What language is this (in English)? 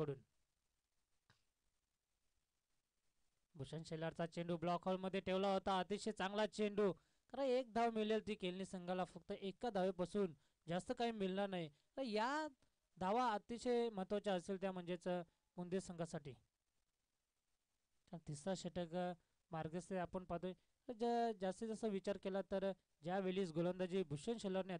Marathi